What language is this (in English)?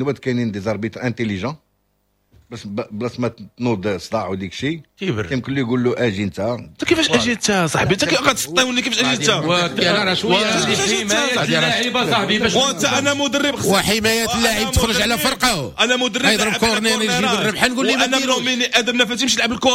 Moroccan Arabic